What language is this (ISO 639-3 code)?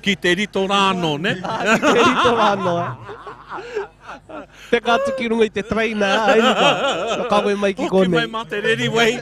mri